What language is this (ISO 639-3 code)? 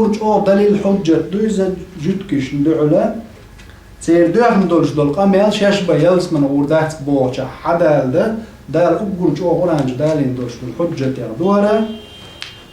che